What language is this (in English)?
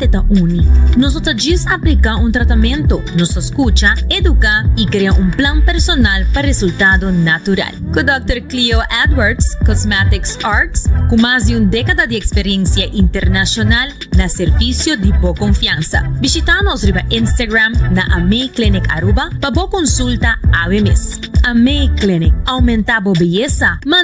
Papiamento